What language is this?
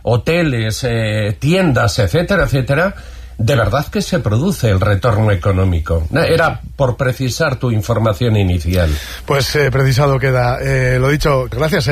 Spanish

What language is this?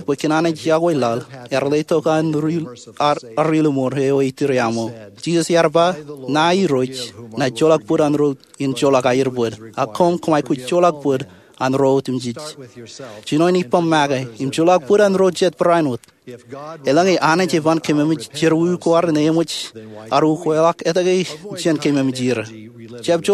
Marshallese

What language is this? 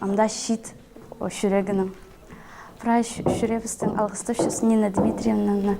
Khakas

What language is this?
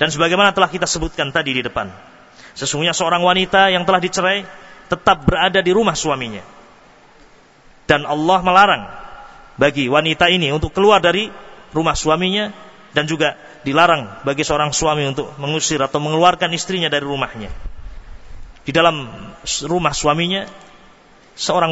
Indonesian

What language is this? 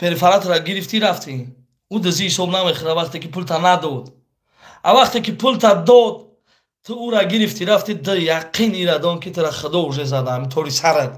Tajik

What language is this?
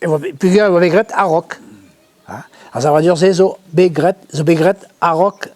Breton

